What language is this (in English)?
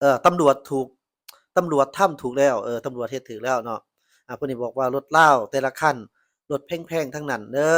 Lao